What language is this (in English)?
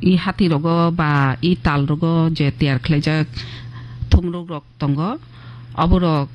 Kok Borok